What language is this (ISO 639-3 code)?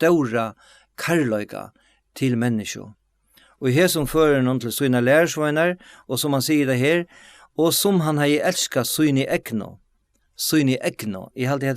fao